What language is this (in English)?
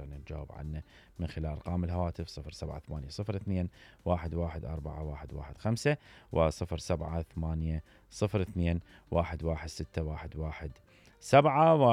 Mesopotamian Arabic